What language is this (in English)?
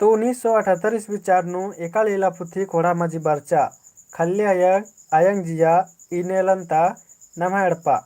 Kurukh